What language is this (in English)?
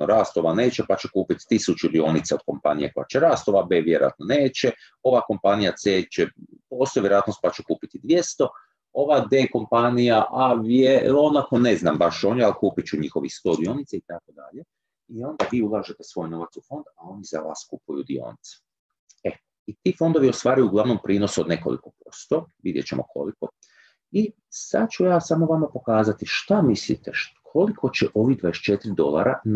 Croatian